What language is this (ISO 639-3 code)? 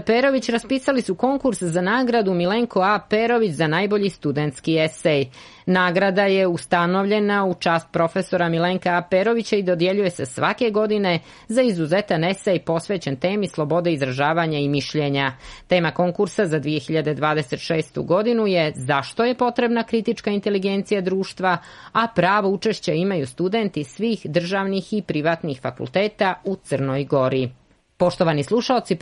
srp